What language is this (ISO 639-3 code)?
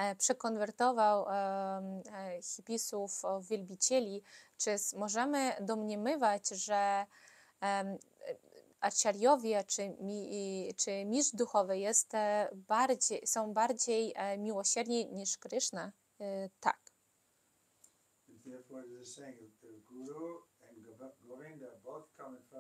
pol